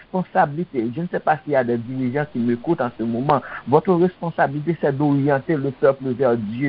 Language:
Haitian Creole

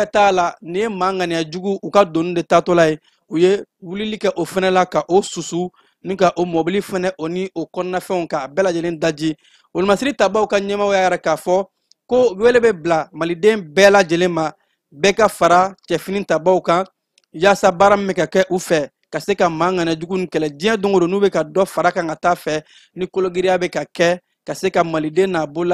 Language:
Bambara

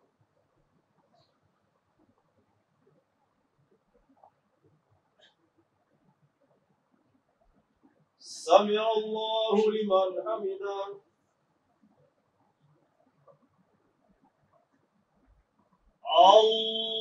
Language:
Swahili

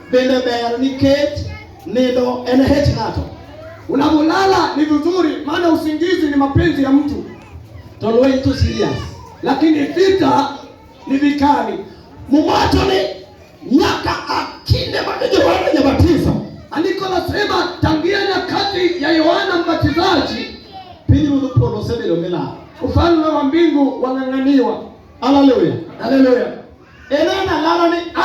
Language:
Luo (Kenya and Tanzania)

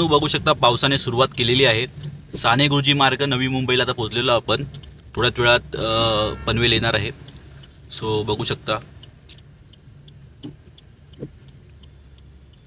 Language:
Marathi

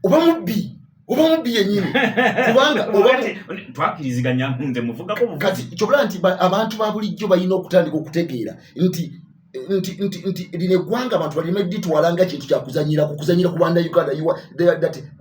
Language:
Ganda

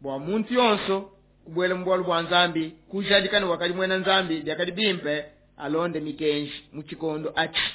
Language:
Luba-Lulua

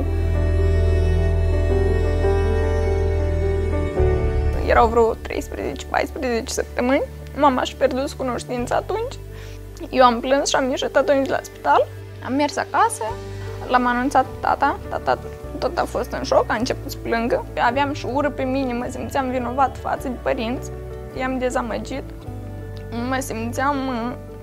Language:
Romanian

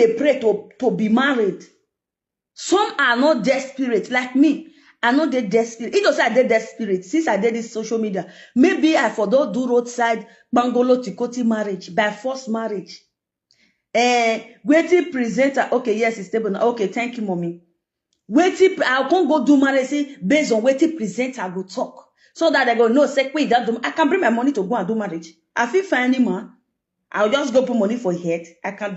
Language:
Nigerian Pidgin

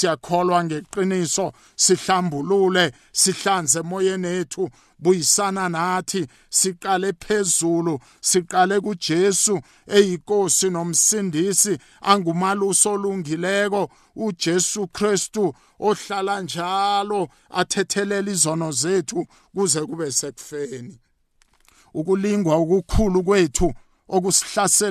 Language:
South Ndebele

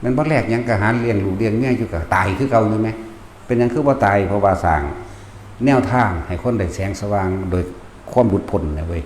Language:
Northeastern Thai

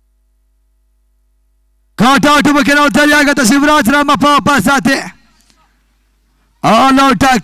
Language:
Kannada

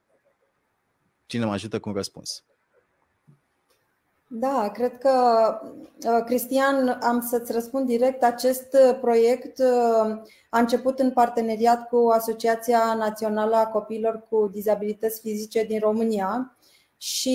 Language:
Romanian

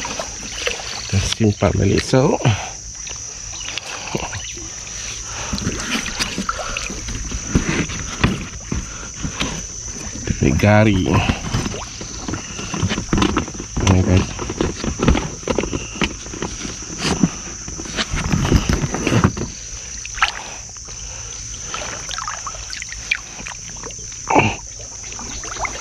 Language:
Malay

